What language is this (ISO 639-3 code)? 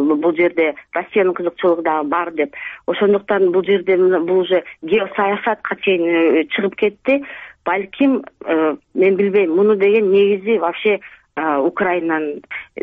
kir